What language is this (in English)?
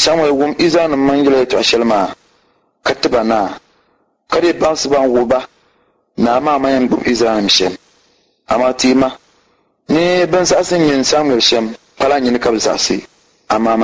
Dagbani